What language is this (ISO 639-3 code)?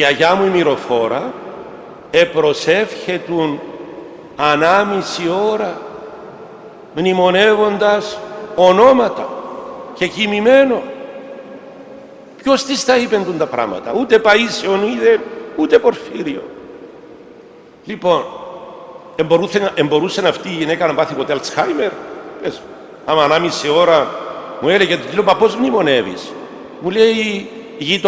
ell